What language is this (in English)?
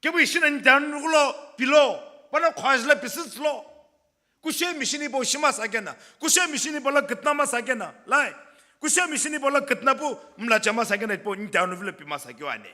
Sumi Naga